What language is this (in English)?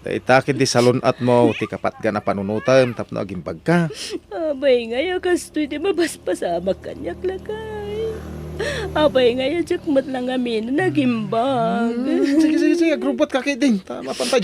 Iloko